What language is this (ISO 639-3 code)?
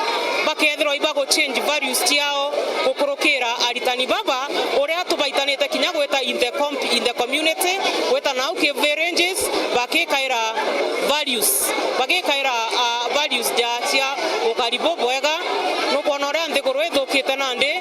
mer